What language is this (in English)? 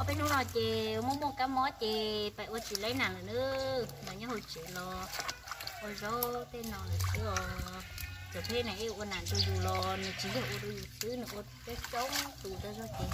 Hmong